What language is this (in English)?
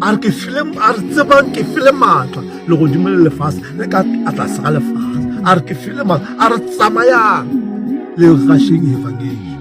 Northern Sotho